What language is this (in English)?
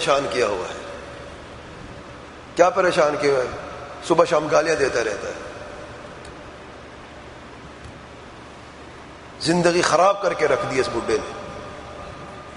Urdu